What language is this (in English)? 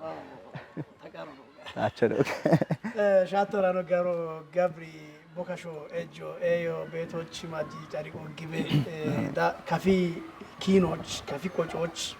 Kafa